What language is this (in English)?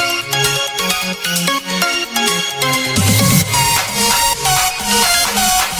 English